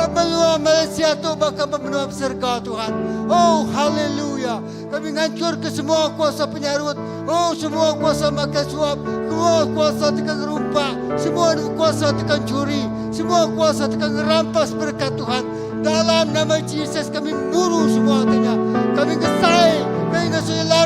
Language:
Iban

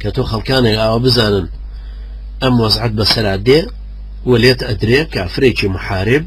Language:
Central Kurdish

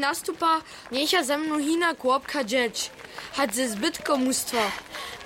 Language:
Upper Sorbian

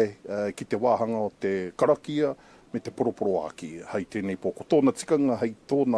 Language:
Māori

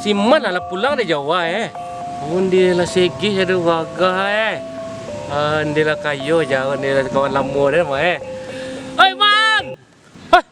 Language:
Minangkabau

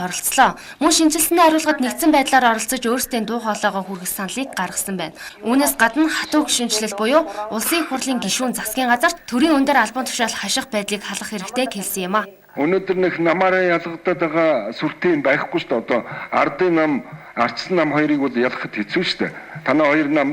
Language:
Mongolian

